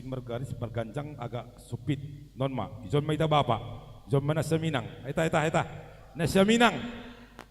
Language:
Batak Simalungun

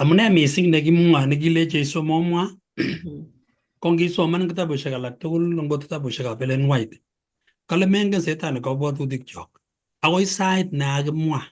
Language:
Kalenjin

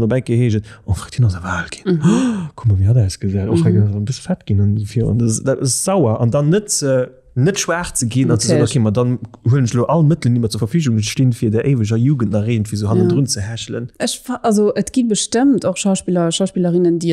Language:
Luxembourgish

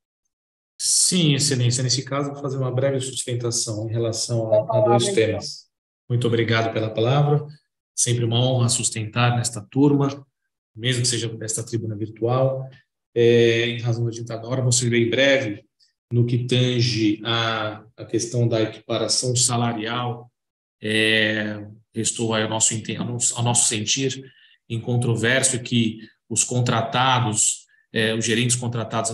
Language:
Portuguese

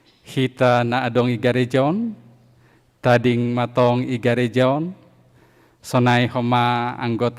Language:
Batak Simalungun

